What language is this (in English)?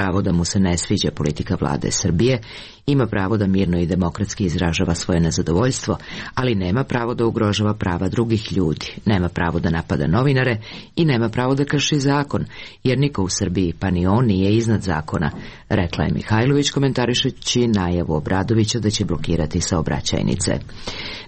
Serbian